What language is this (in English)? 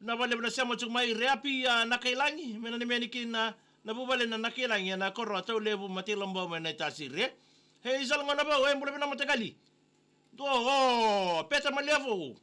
Fijian